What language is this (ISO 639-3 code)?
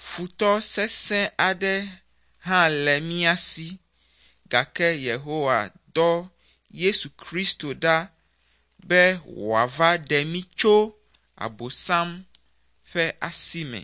ewe